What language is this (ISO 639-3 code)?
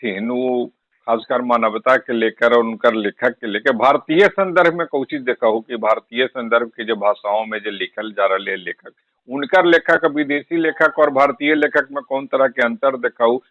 mag